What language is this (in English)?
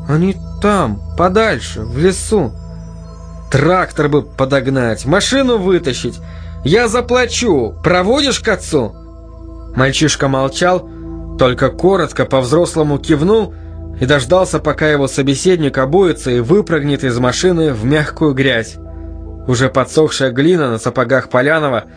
Russian